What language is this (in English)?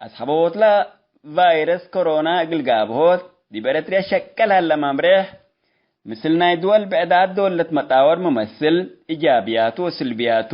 Tigre